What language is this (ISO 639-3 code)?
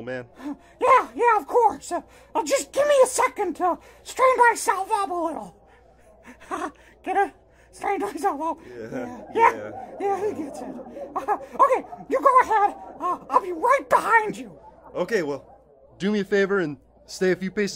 eng